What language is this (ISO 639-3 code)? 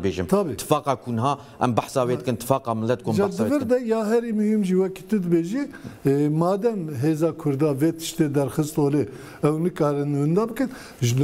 kur